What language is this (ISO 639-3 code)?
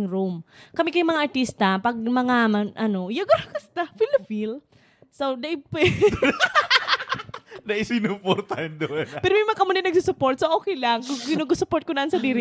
bik